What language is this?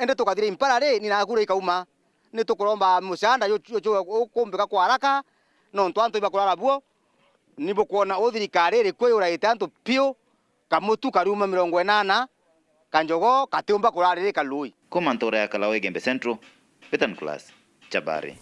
Meru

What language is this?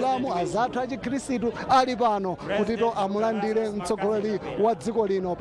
Nyanja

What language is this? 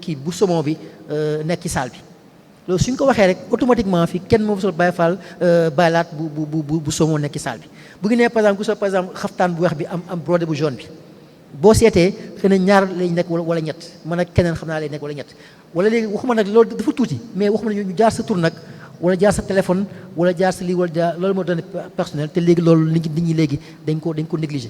Wolof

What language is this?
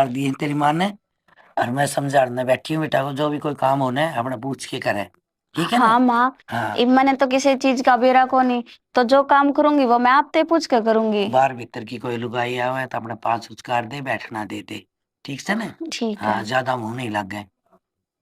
Haryanvi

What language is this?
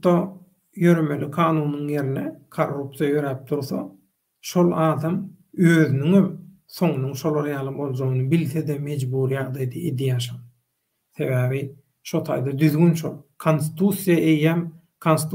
Turkmen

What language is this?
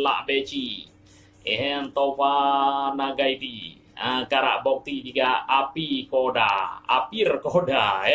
Achinese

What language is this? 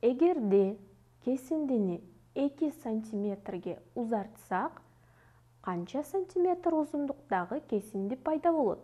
Kyrgyz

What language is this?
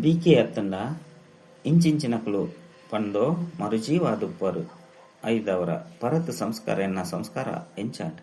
Tulu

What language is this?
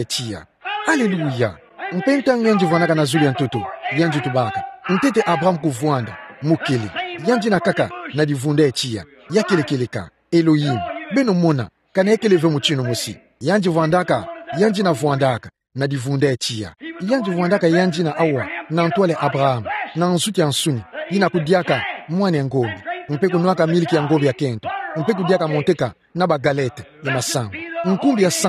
Kituba (Democratic Republic of Congo)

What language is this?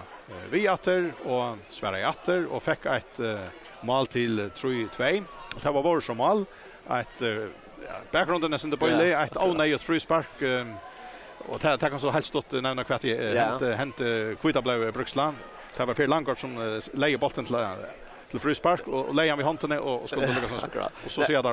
Faroese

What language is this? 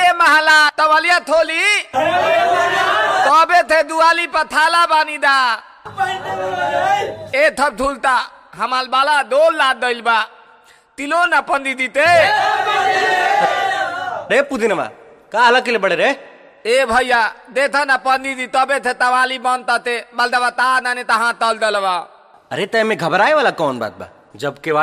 Bhojpuri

